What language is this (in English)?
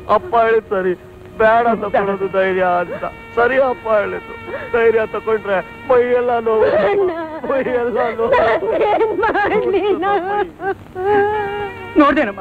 Kannada